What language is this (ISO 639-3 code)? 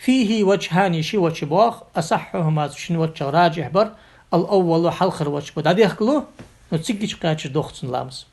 inh